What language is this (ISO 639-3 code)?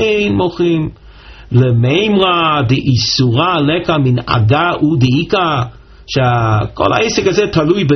heb